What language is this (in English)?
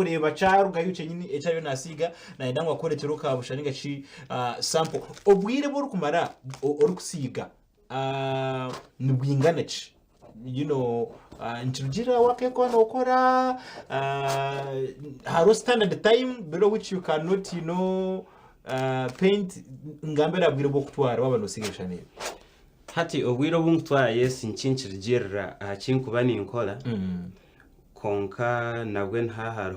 Nyankole